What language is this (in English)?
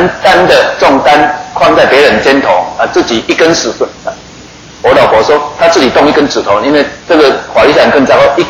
Chinese